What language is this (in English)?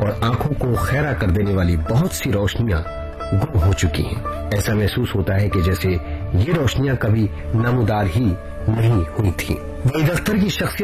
Urdu